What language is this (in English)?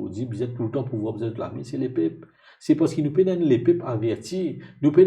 Morisyen